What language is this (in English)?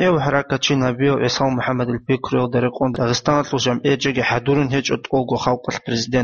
Avaric